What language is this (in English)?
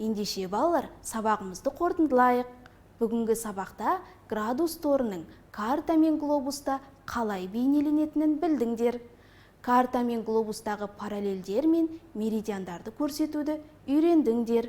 Kazakh